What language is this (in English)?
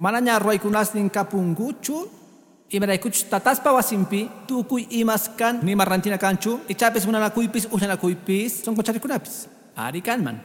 Quechua